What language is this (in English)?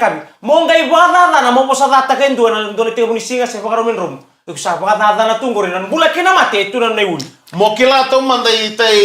Fijian